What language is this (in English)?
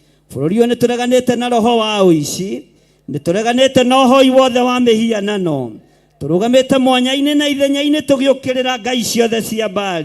Kikuyu